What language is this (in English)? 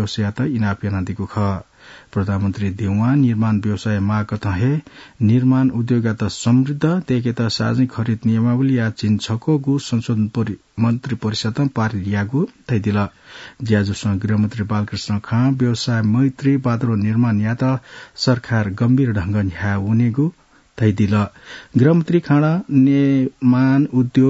Newari